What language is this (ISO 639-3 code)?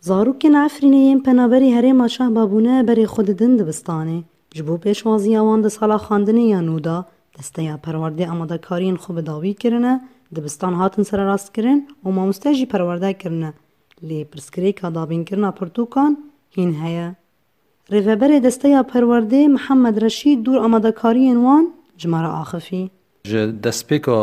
kur